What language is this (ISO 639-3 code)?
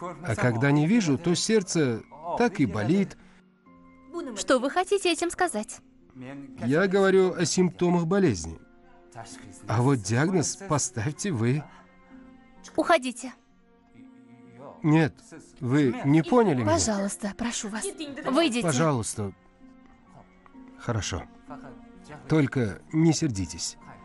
rus